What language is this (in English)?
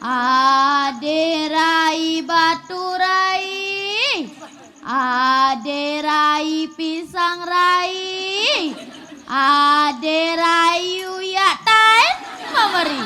Balinese